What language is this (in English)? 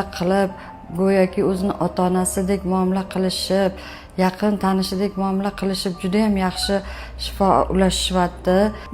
Uzbek